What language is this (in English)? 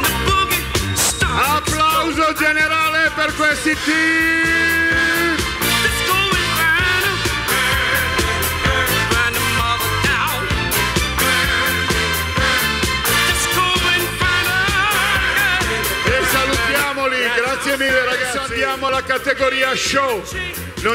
Italian